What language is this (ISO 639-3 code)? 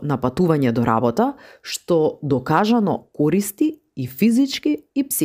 mkd